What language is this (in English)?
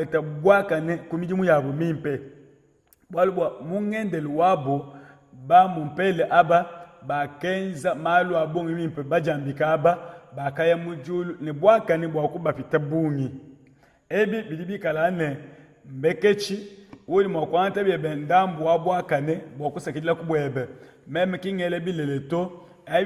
Luba-Lulua